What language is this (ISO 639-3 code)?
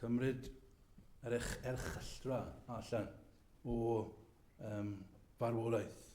cym